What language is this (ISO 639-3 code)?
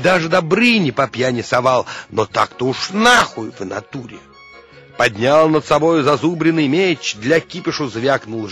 rus